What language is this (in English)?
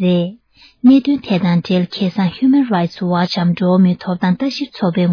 Tibetan